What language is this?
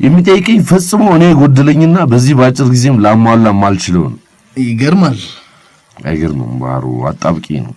Amharic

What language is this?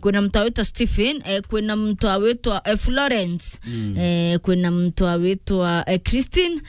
Meru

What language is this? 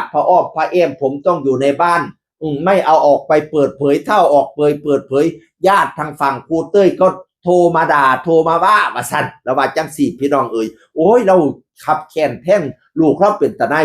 Northeastern Thai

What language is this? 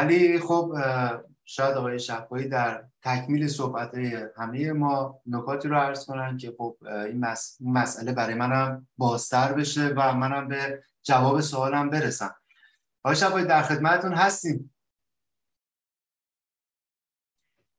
Persian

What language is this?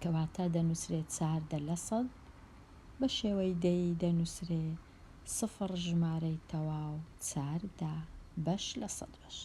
Central Kurdish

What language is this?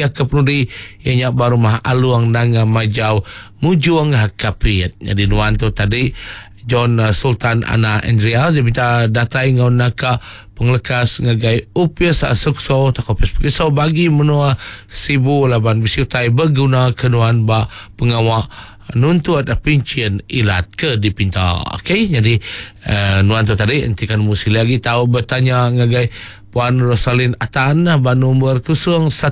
Iban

